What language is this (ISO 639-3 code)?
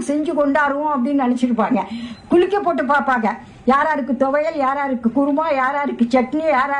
tam